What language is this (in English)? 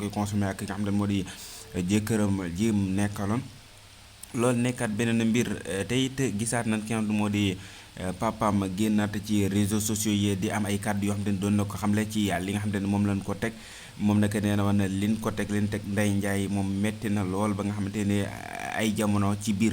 Wolof